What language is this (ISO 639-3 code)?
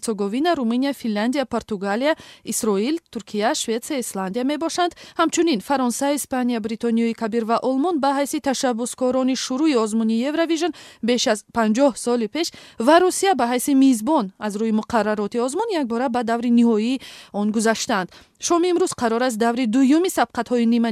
tgk